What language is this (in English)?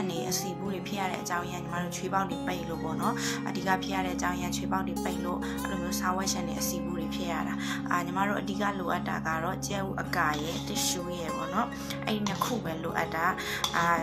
Burmese